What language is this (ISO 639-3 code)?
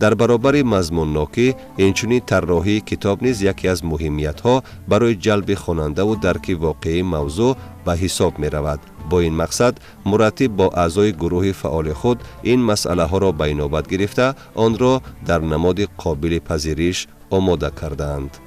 tgk